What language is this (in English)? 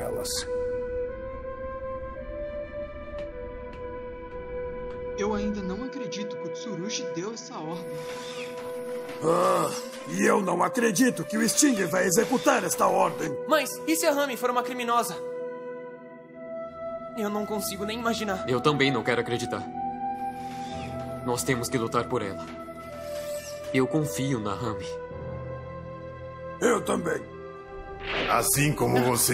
Portuguese